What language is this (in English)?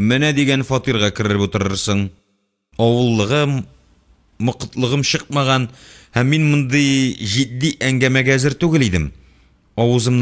Tatar